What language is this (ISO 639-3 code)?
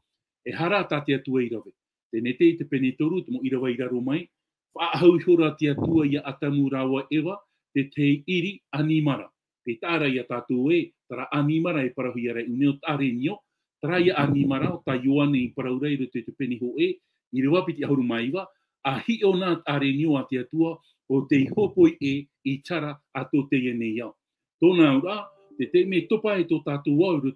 tah